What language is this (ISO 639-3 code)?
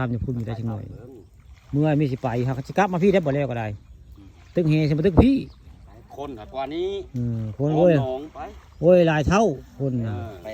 tts